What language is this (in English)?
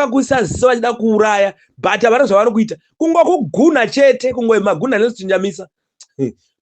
Shona